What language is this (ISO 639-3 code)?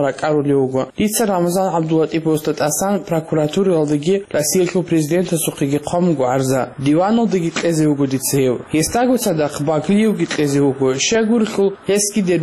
ava